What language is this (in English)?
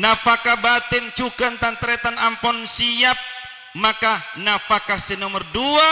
Madurese